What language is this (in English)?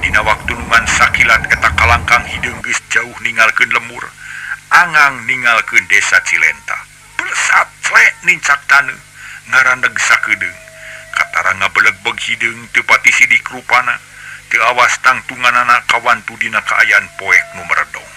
Sundanese